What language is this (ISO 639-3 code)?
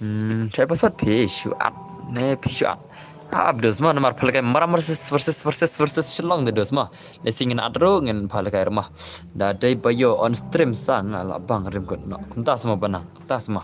kha